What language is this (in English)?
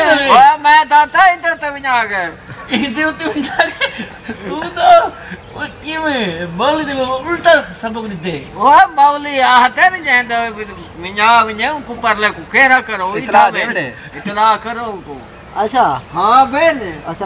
Saraiki